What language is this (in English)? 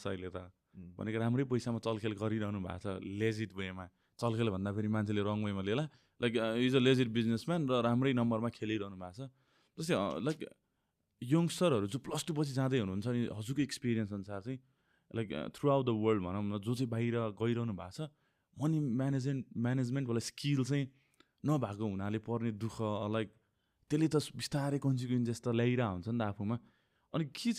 Nepali